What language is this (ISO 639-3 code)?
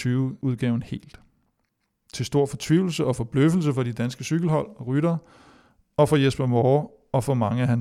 dan